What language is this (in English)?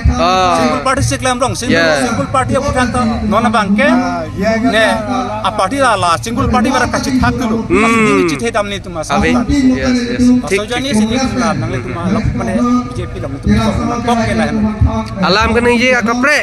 Karbi